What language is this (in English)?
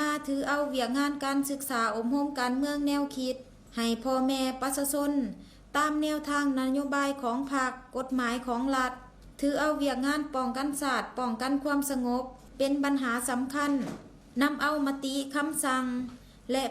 Lao